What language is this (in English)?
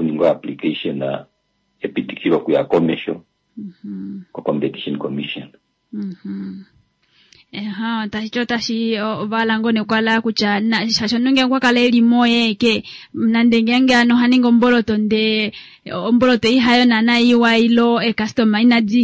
Kuanyama